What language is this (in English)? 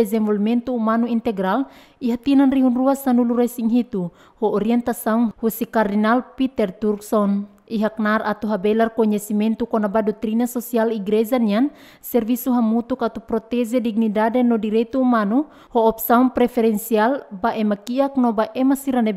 Tetum